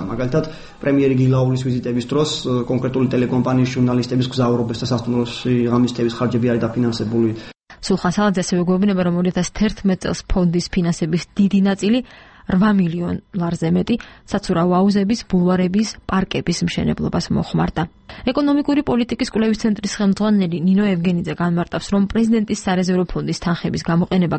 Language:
Georgian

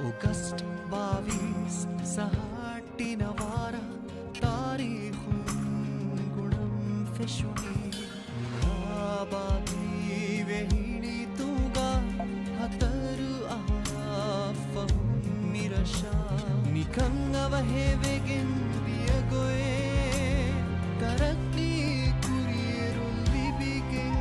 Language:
Divehi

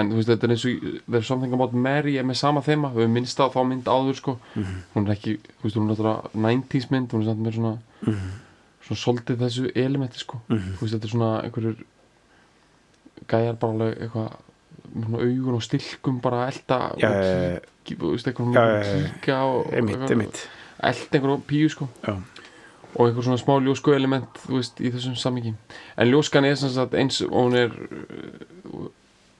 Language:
Icelandic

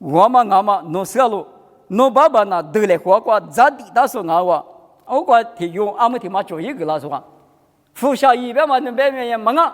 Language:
Lisu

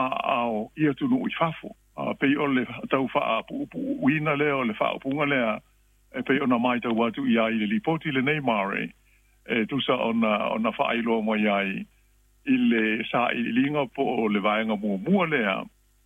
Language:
Samoan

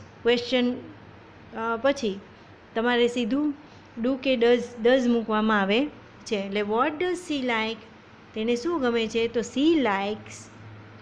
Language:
Gujarati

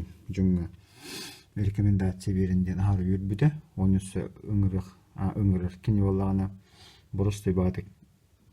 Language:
Yakut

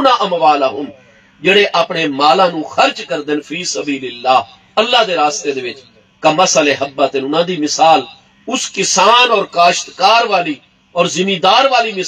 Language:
Saraiki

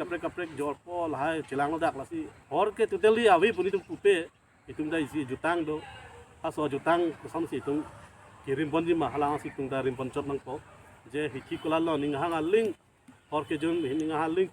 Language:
Karbi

